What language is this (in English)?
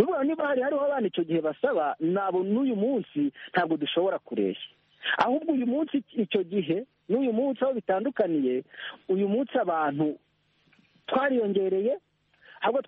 Kinyarwanda